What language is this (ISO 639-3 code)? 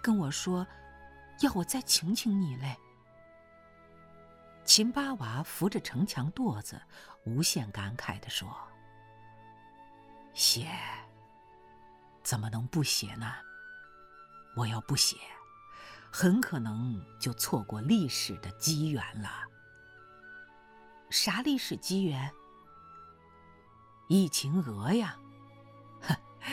zho